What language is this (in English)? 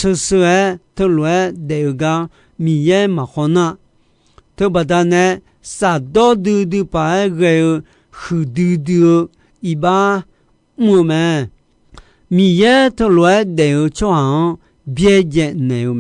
Akha